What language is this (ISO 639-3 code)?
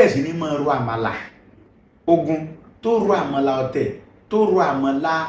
yor